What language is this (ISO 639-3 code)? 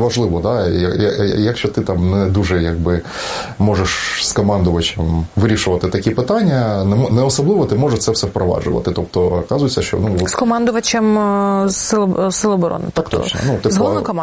ukr